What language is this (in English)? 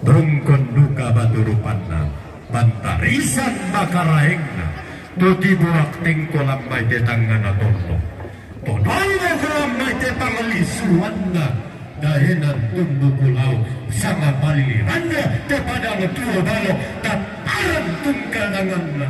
Toraja-Sa'dan